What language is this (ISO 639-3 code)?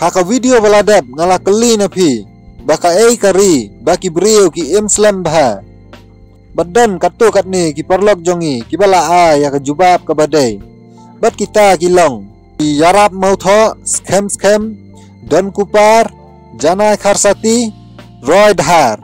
kha